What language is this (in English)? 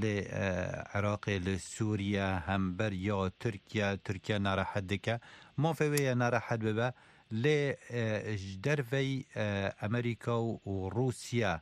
Kurdish